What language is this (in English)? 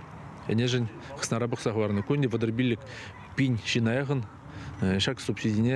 Chuvash